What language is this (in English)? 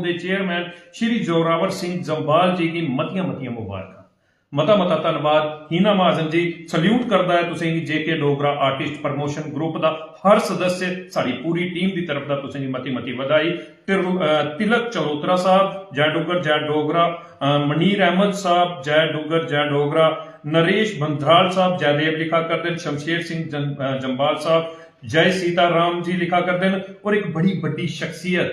Dogri